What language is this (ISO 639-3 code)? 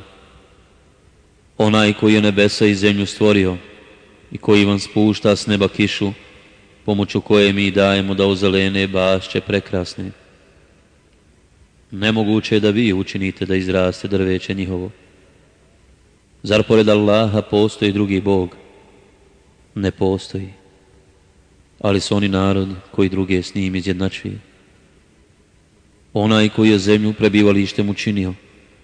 bos